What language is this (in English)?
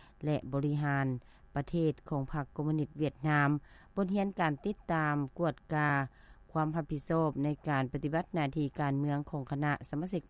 Lao